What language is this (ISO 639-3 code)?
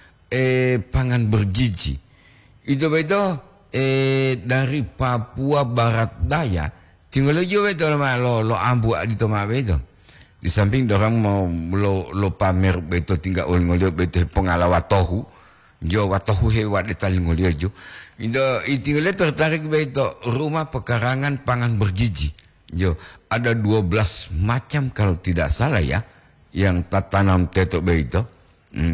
gor